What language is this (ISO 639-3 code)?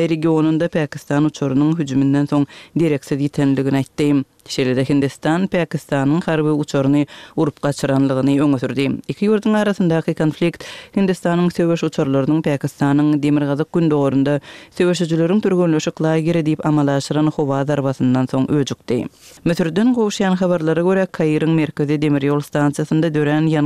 tuk